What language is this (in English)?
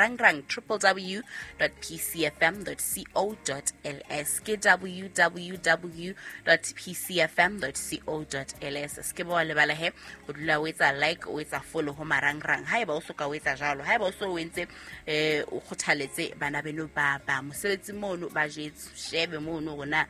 Southern Sotho